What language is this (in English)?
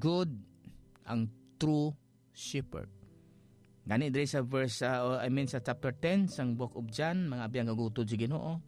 Hiligaynon